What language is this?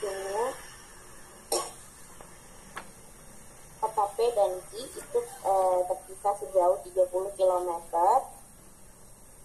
Indonesian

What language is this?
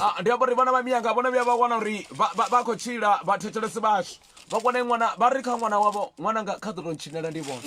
Venda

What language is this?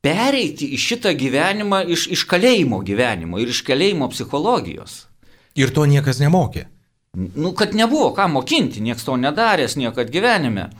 Lithuanian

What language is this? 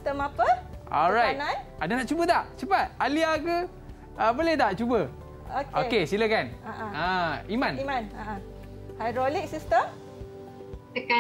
Malay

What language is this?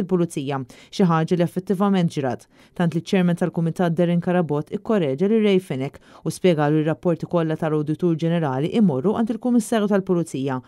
Maltese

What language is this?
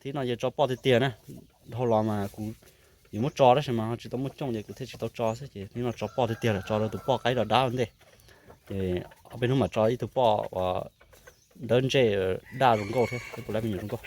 Hmong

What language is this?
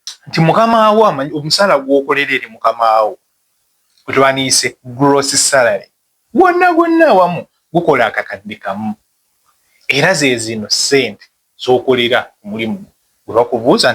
Ganda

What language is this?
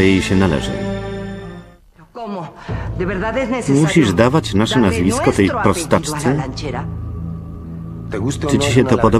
Polish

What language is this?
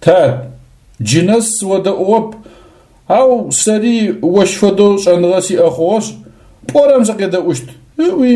Adyghe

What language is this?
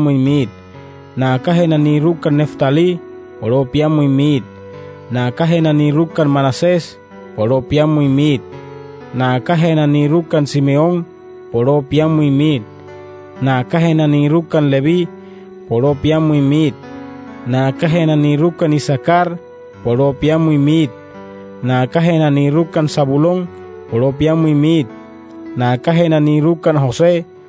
Wayuu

